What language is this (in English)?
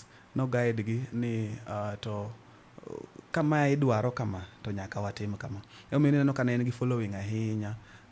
Luo (Kenya and Tanzania)